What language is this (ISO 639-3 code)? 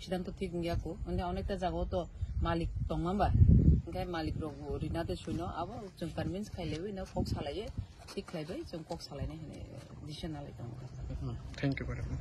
trp